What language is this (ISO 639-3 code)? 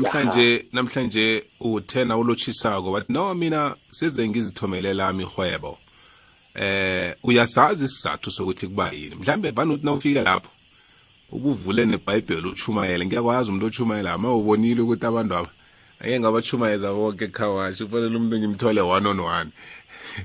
nbl